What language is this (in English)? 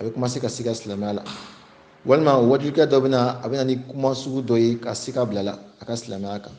Bambara